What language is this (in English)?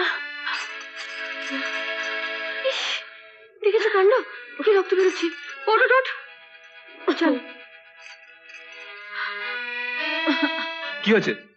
Bangla